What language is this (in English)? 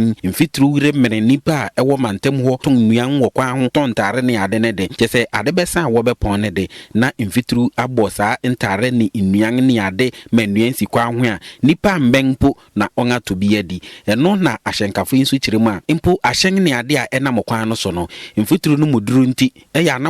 Akan